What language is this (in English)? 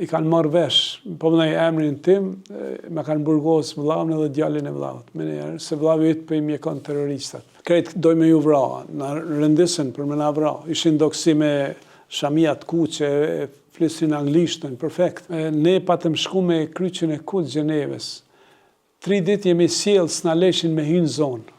Albanian